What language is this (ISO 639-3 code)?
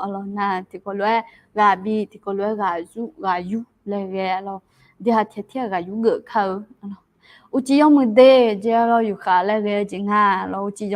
ahk